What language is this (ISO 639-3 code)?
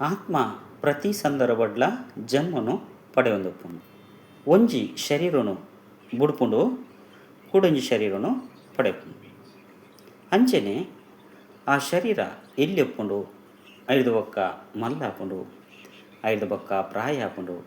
tcy